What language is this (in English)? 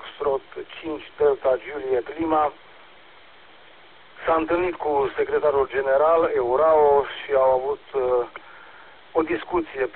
Romanian